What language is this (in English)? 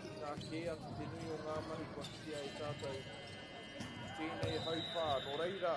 Māori